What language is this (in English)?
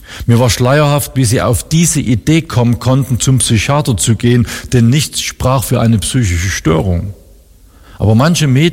German